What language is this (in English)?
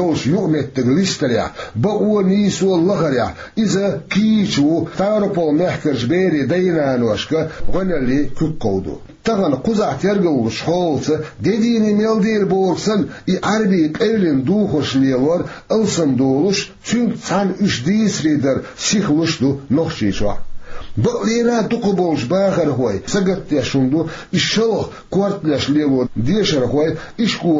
Chechen